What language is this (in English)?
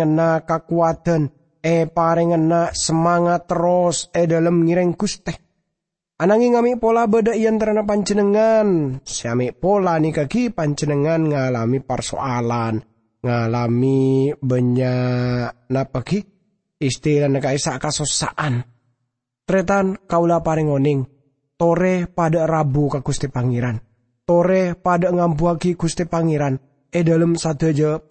Madurese